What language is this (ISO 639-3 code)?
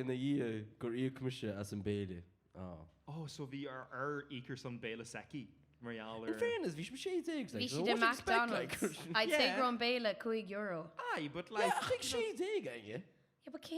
gle